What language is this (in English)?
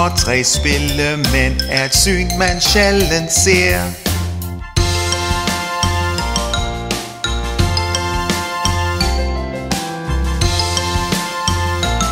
Danish